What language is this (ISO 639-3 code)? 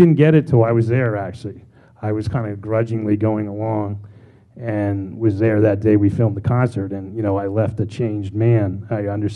eng